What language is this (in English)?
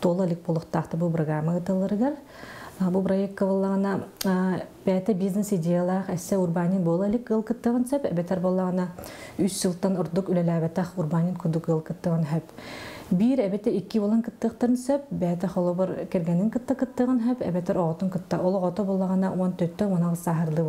Yakut